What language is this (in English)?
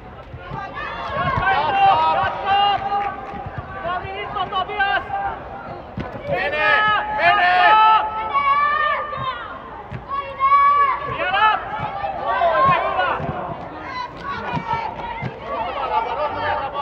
Finnish